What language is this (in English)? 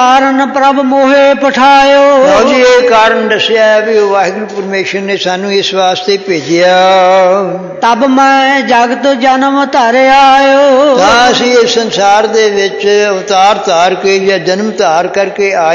Punjabi